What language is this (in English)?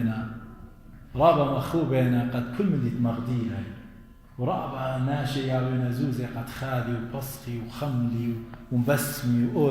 Assyrian Neo-Aramaic